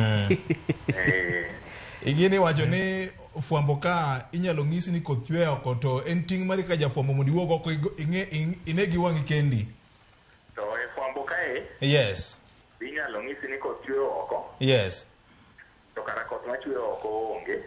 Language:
Luo (Kenya and Tanzania)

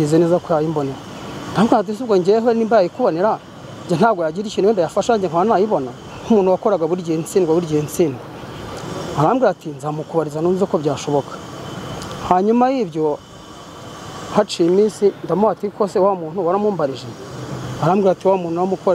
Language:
Kinyarwanda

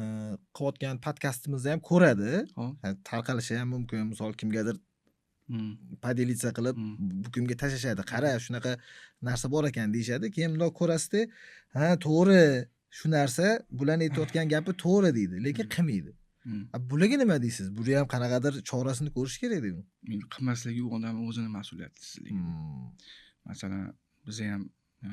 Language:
Uzbek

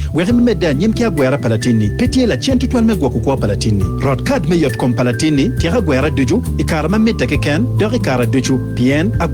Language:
Acoli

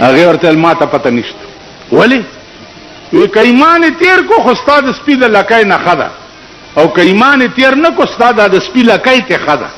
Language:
Pashto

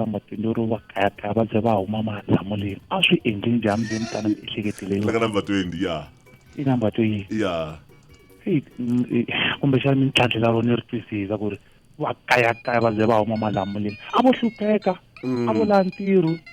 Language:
Tsonga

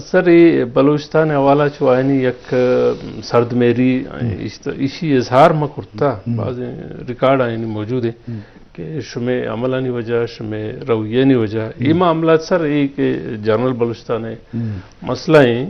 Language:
Eastern Balochi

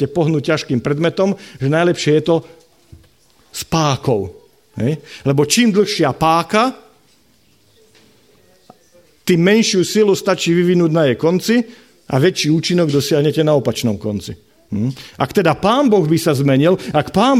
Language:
Slovak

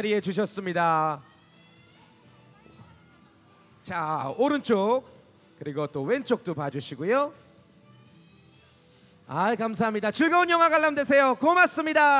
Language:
Korean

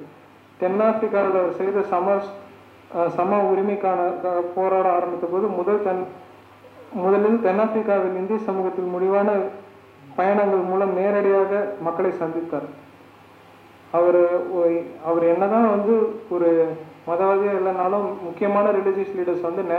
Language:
Tamil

